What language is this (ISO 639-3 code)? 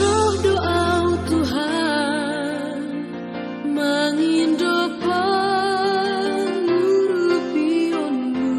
bts